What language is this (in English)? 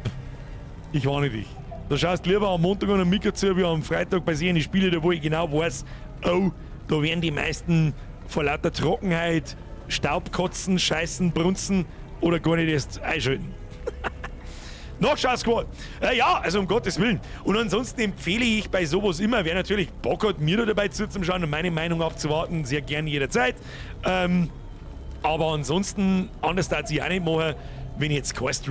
Bavarian